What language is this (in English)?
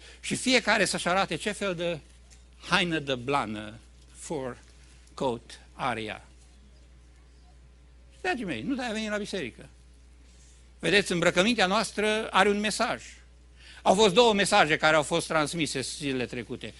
Romanian